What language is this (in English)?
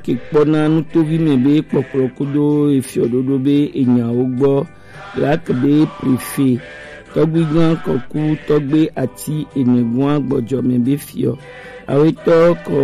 Gen